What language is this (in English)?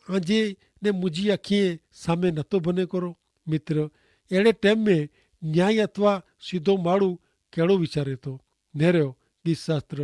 Kachhi